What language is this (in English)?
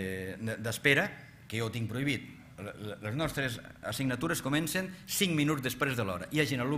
Catalan